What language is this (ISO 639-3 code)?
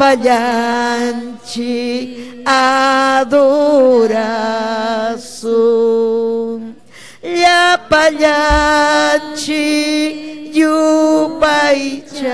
quy